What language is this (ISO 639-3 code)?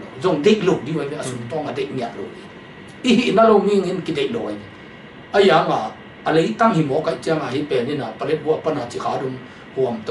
ctd